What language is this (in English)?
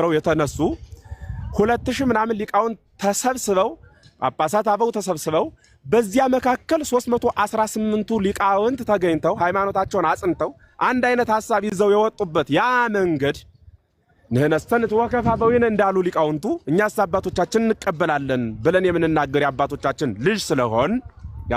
Amharic